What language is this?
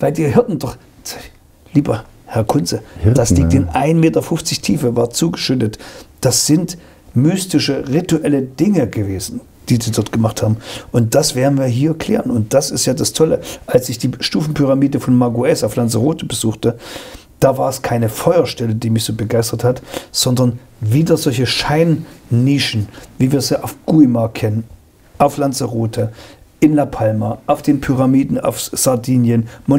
German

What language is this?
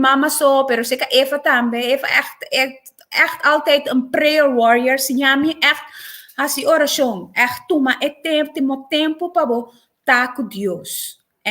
Papiamento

